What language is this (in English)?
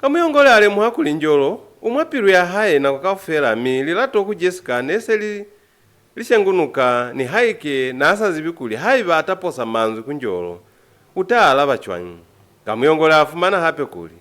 Lozi